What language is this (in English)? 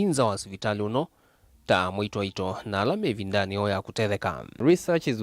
Kamba